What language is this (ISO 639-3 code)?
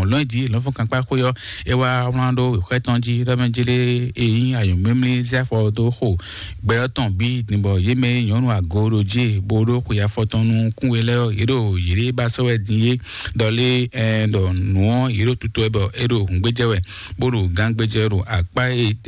fon